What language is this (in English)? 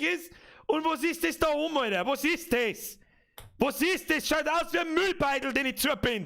Bavarian